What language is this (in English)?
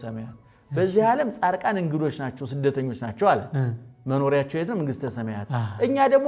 Amharic